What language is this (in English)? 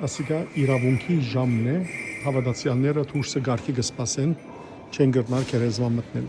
Western Armenian